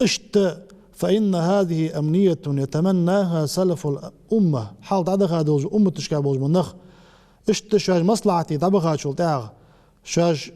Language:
Ingush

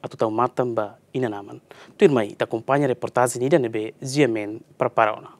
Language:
Tetum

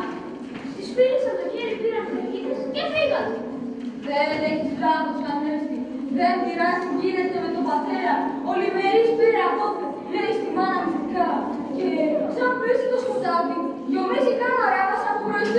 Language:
Greek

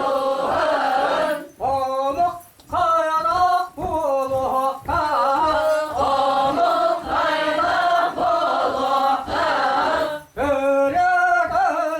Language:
Yakut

